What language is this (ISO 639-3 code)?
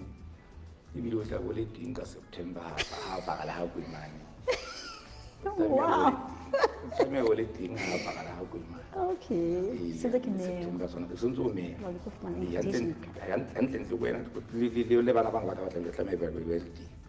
sot